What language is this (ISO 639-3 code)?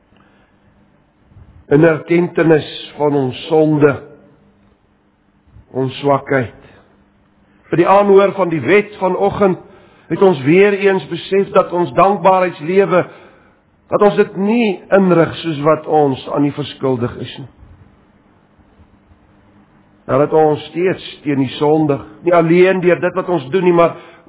afr